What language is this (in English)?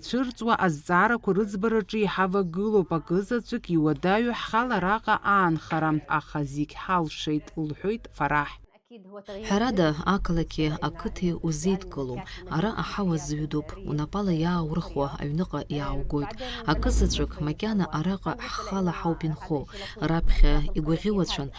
Abkhazian